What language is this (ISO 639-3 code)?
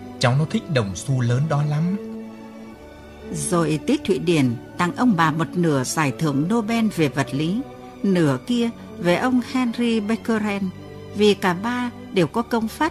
vie